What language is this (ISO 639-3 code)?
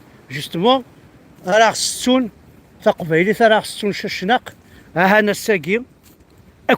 kab